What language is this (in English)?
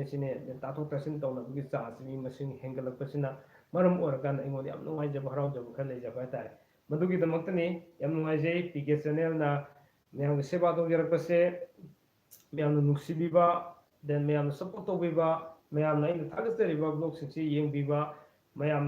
Manipuri